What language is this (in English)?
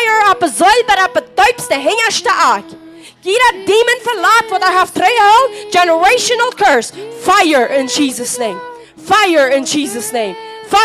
Plautdietsch